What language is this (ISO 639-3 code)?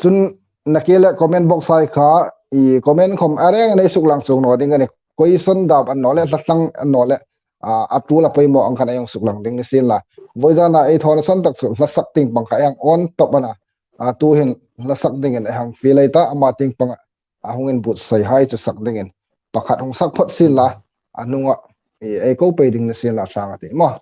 hmr